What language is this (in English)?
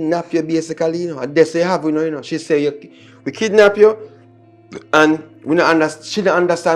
Jamaican Creole English